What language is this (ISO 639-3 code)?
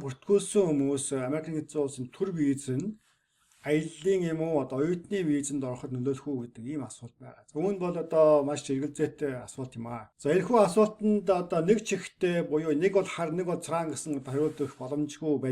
mon